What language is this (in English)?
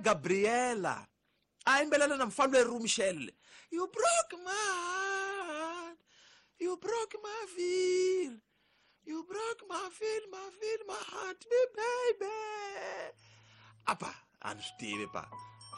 Tsonga